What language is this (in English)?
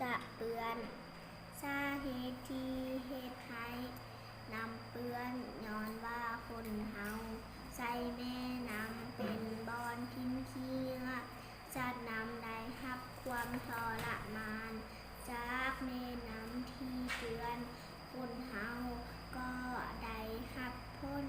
Lao